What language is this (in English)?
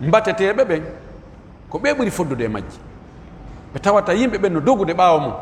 Pular